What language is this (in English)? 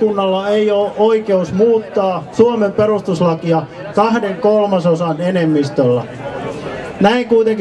Finnish